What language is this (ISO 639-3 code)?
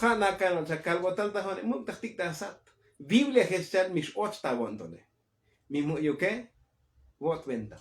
tzo